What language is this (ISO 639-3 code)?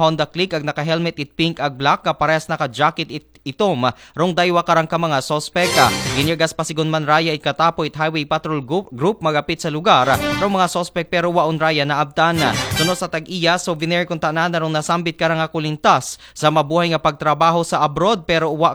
akl